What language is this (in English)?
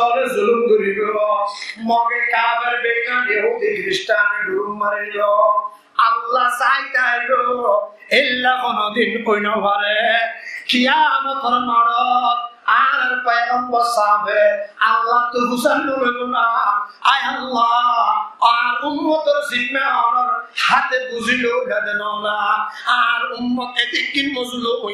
Rohingya